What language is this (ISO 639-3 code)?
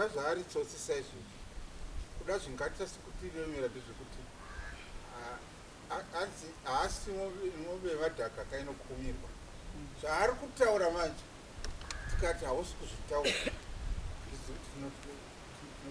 sna